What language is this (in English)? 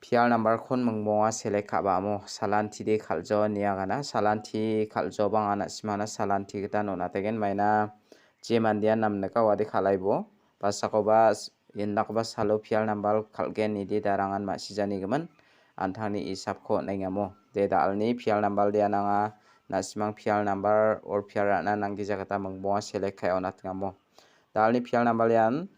Garo